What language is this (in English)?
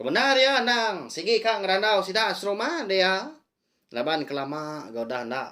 Iban